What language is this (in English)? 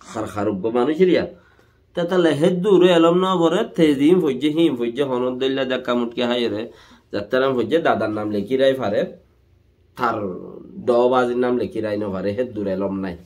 Rohingya